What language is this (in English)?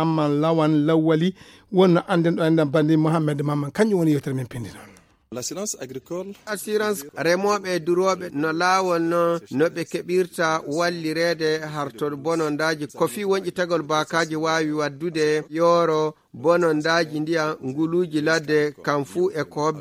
Nigerian Fulfulde